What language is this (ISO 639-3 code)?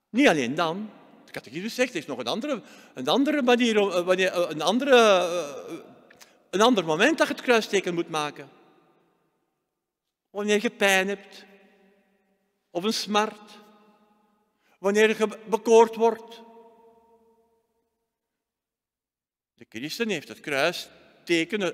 nld